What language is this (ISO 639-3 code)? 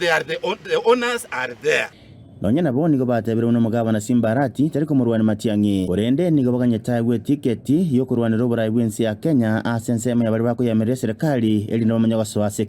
guz